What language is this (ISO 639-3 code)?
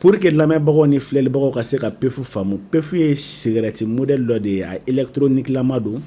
bam